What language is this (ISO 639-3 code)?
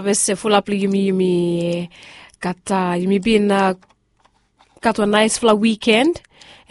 bis